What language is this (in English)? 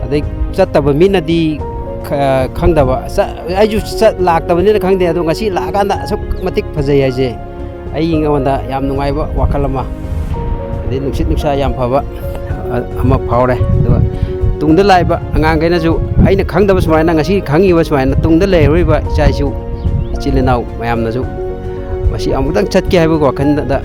Manipuri